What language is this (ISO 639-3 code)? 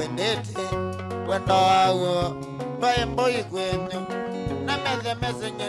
kam